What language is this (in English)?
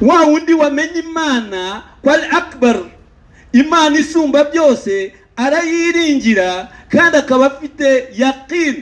Kinyarwanda